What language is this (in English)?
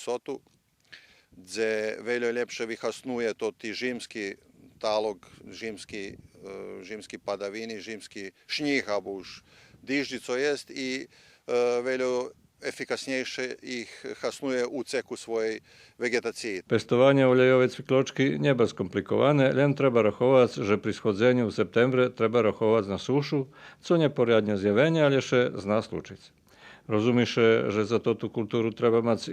Rusyn